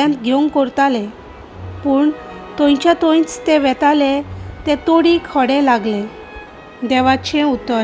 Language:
Konkani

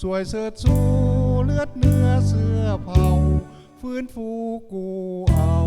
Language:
Lao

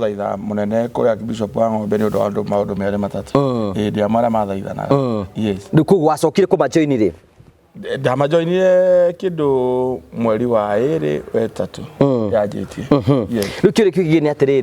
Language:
Kikuyu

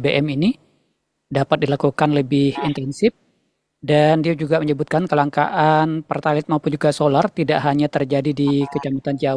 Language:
Indonesian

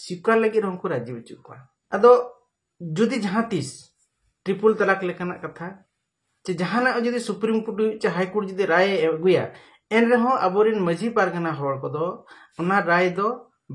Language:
Santali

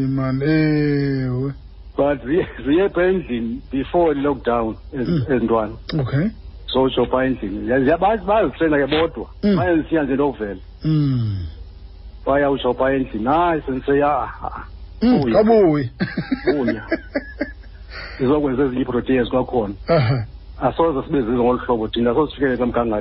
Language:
Xhosa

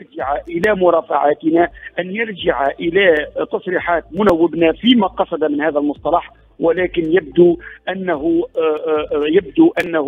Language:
Tunisian Arabic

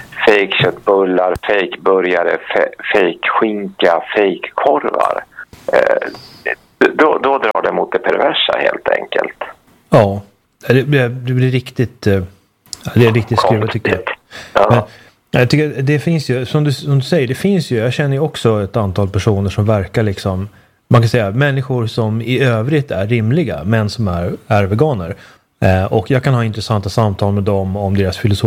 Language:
Swedish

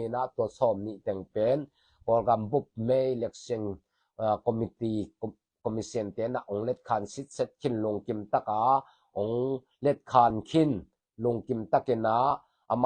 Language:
Tedim Chin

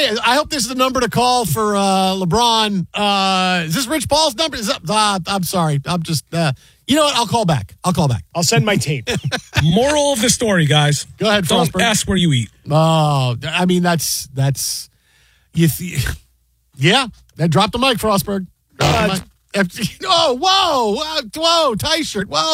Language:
English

